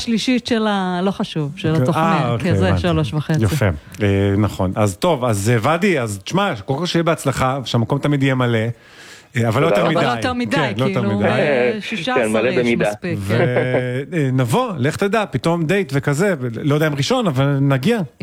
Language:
Hebrew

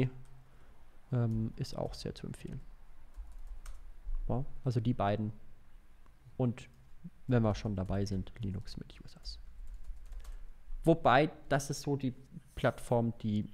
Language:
German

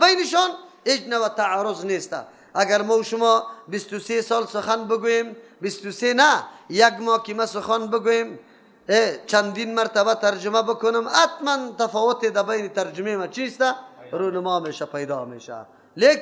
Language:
Persian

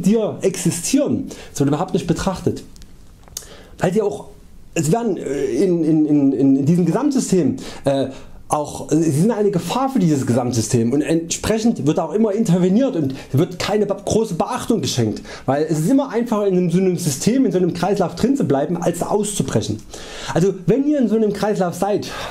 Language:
German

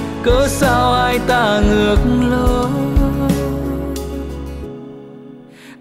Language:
Vietnamese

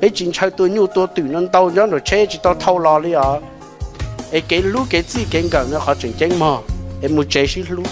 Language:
Hmong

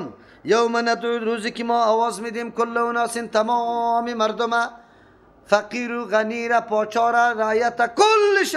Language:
Persian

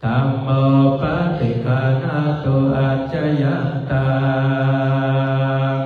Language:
Pali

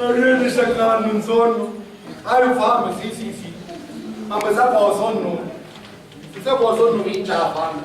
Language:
Sicilian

